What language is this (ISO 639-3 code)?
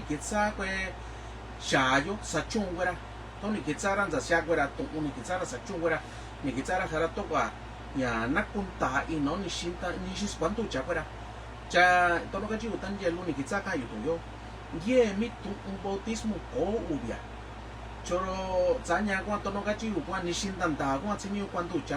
mix